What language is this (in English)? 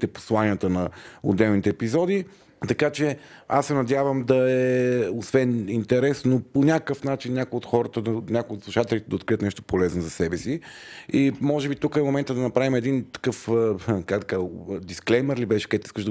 Bulgarian